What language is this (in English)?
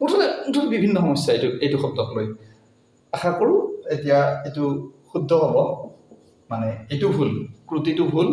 Assamese